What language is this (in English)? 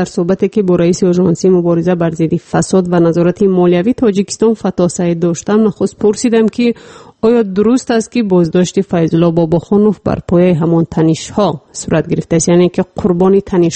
Persian